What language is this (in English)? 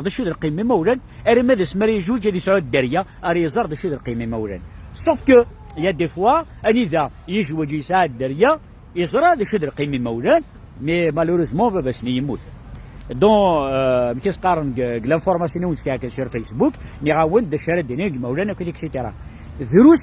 Kabyle